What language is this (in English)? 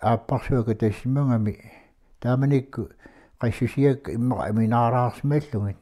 Kalaallisut